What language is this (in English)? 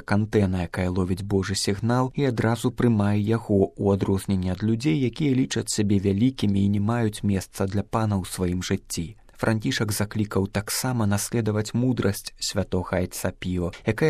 Belarusian